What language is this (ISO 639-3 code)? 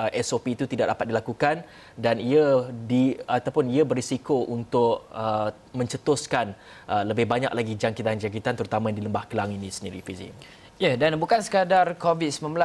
msa